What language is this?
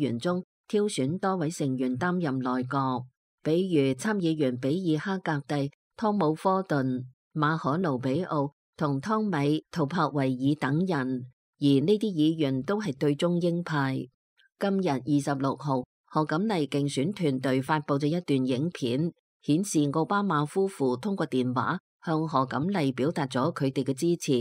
Cantonese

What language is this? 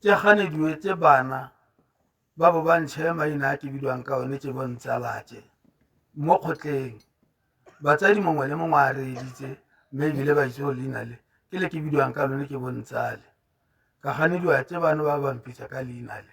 Tswana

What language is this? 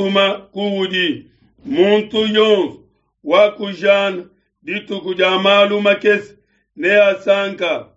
Luba-Lulua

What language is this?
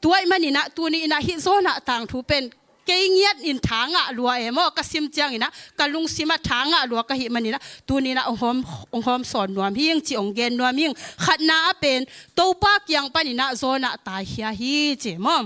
Tedim Chin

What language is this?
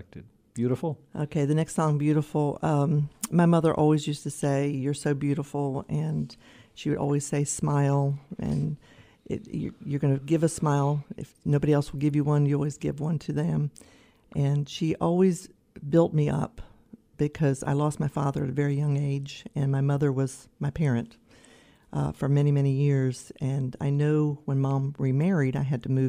English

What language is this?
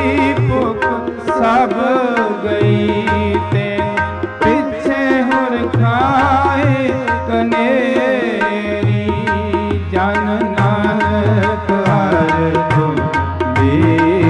Punjabi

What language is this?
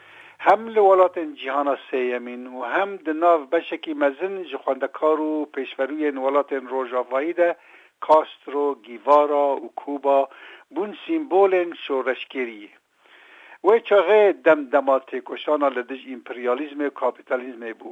Kurdish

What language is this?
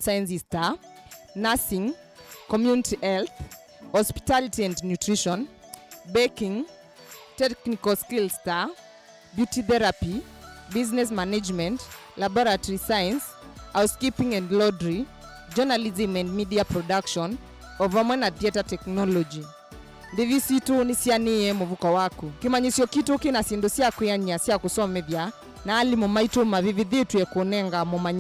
Kamba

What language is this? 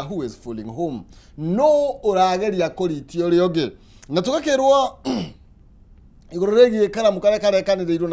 Kikuyu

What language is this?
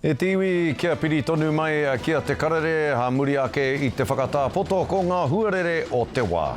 Māori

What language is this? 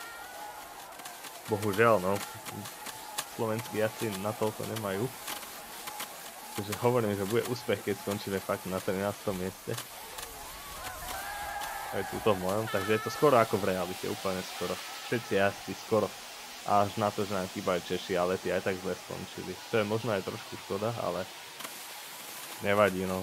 Slovak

